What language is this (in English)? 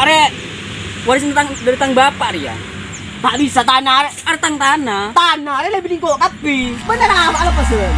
Madurese